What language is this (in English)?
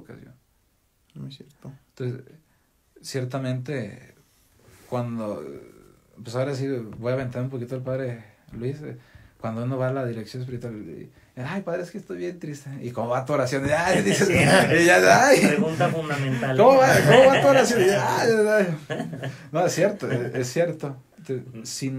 Spanish